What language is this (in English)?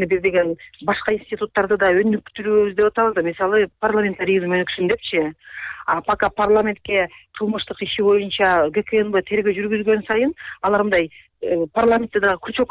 Kyrgyz